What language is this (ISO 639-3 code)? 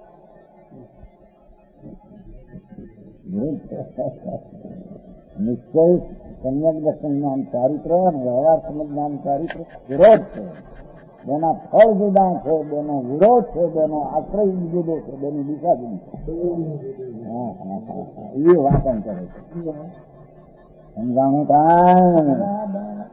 guj